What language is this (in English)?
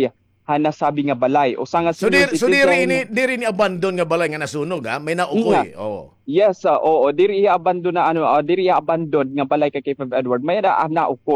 Waray